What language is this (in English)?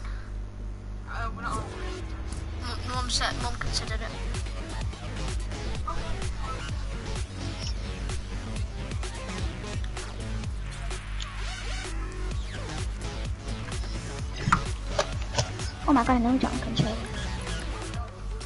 English